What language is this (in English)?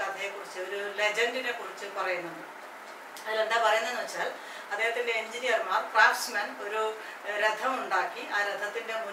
Malayalam